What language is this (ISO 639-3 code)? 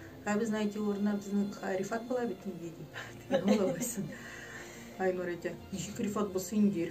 tat